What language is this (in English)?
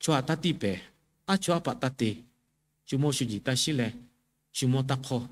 Lahu